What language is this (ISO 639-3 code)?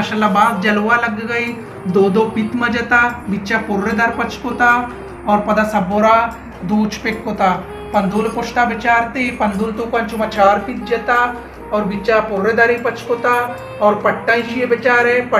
bal